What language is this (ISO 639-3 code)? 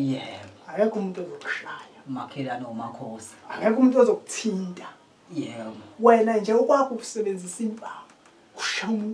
zul